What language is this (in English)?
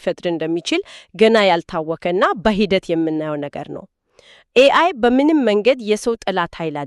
Amharic